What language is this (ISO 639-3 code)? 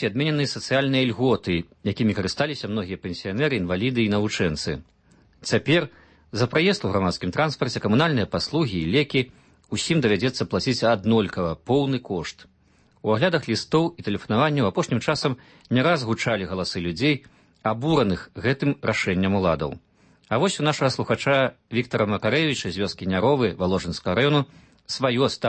bel